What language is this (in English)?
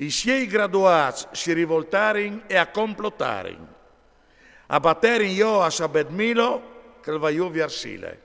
Friulian